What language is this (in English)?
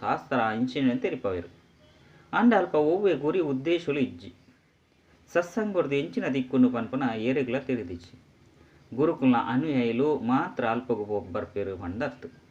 Tulu